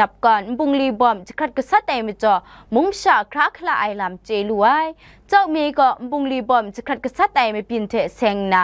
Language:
Kachin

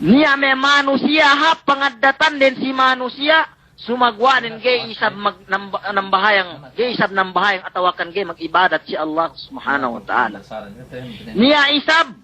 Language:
Yakan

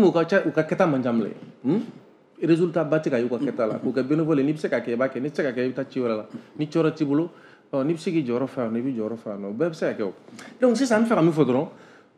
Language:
Bambara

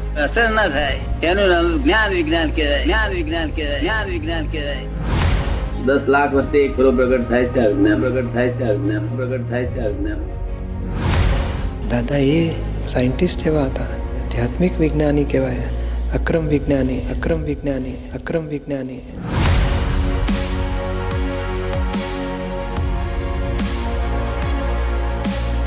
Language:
Gujarati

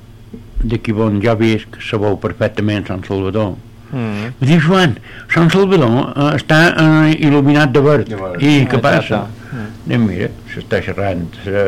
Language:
Catalan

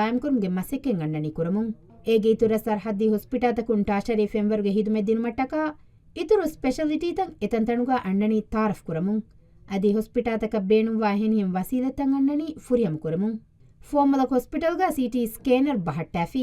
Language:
Divehi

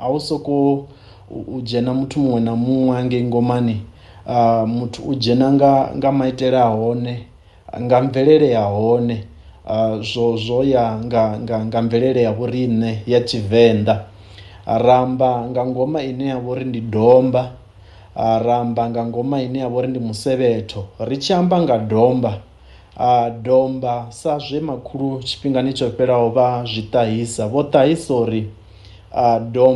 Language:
Venda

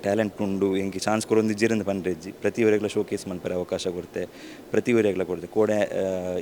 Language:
Tulu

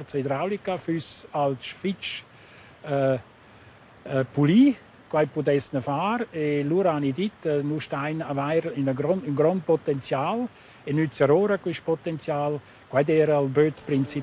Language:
Romansh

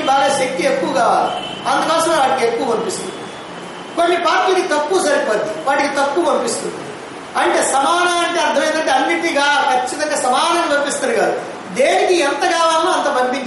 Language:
Telugu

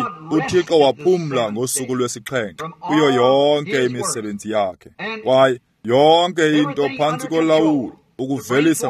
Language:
Xhosa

